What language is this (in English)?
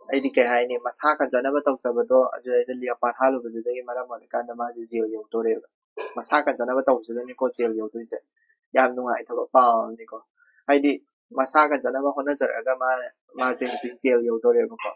Manipuri